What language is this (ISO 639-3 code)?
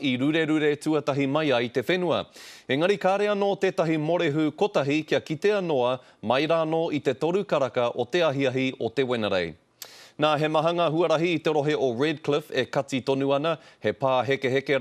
mri